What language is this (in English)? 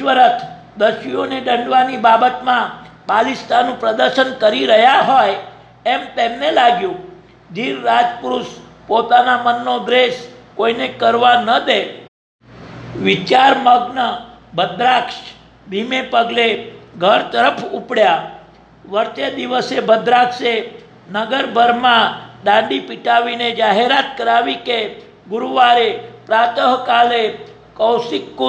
Gujarati